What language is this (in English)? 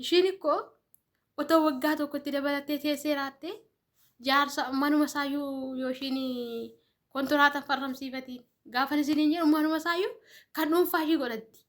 Oromo